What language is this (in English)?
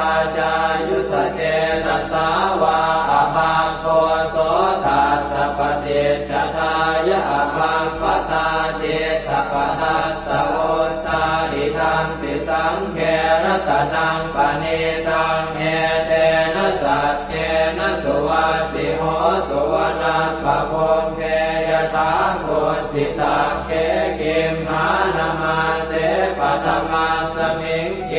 Pali